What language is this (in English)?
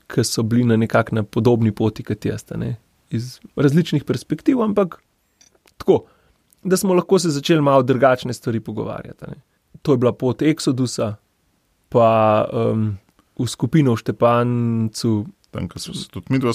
Slovenian